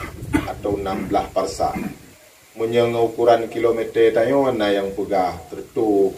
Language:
Achinese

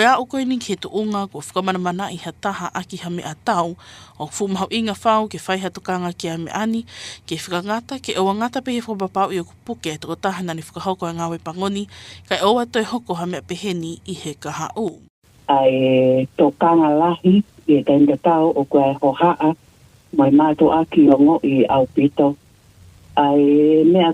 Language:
Tongan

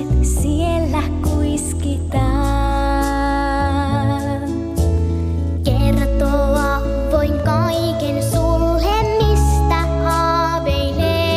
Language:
Finnish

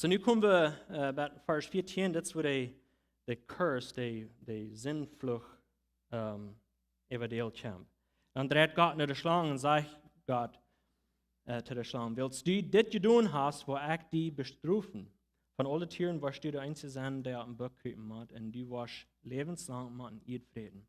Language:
Plautdietsch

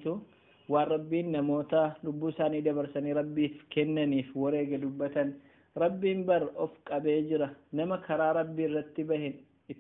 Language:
Oromo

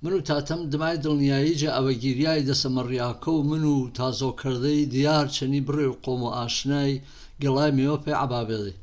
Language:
Gurani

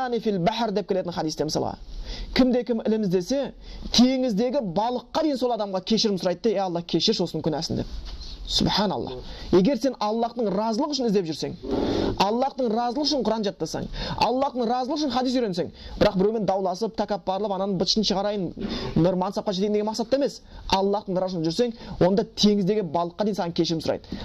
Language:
Kazakh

